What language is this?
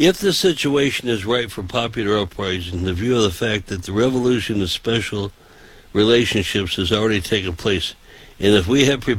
English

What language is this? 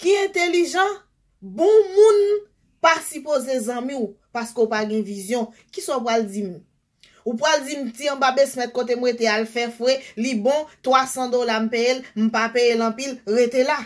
Haitian Creole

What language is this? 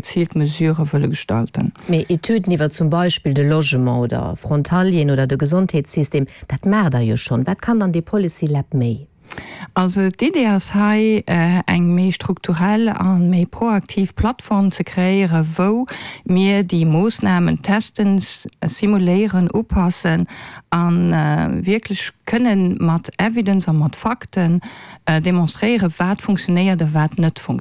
Luxembourgish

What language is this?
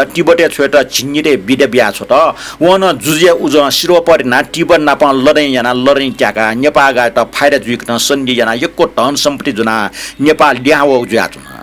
Newari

